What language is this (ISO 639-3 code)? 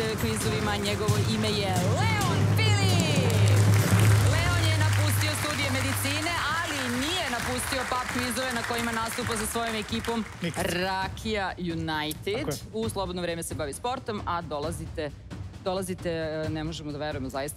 srp